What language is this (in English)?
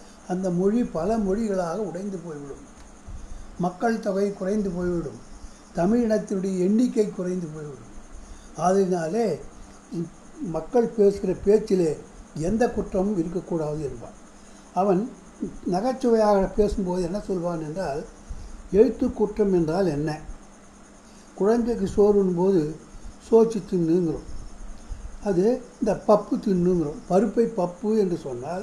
Tamil